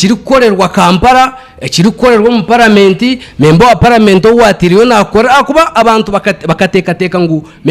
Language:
Nyankole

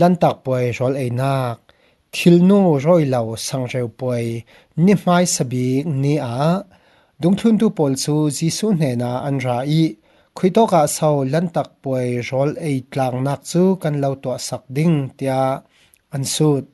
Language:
Falam Chin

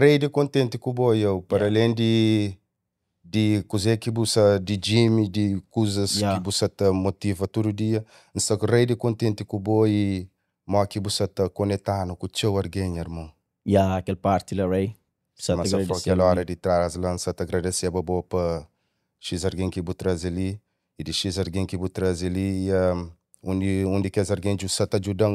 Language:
Kabuverdianu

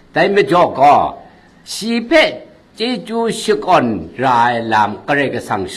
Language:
Kachin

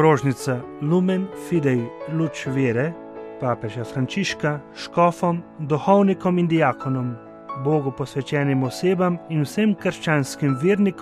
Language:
Slovenian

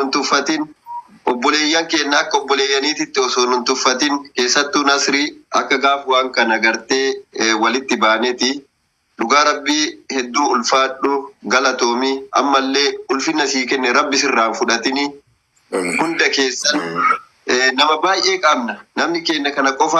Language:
Oromo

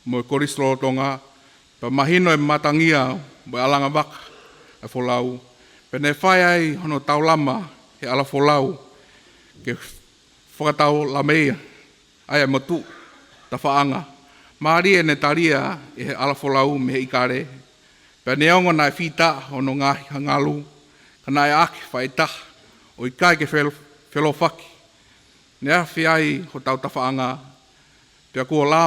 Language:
Tongan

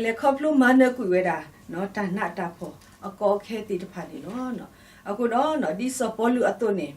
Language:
S'gaw Karen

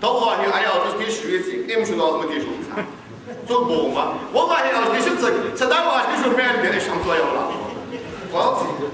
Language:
Ingush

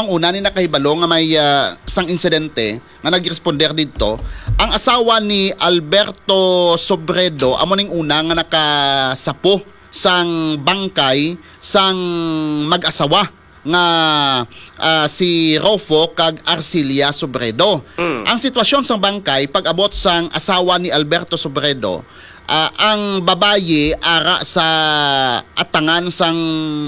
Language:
Hiligaynon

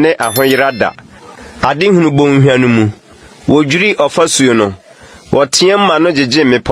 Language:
Akan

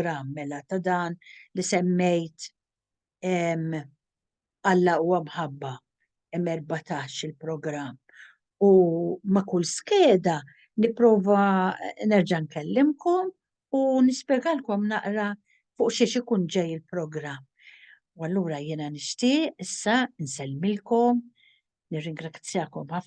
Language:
Maltese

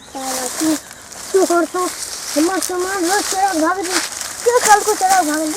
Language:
Maithili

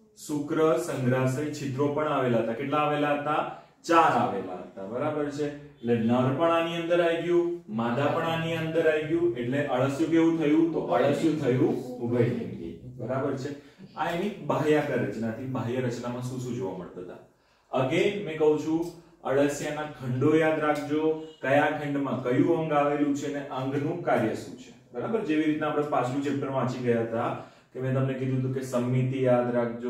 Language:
Gujarati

